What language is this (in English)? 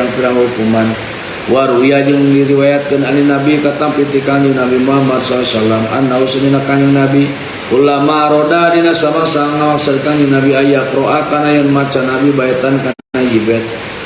Sundanese